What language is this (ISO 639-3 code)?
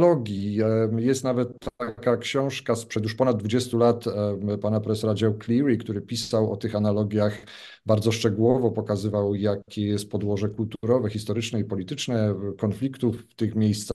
pol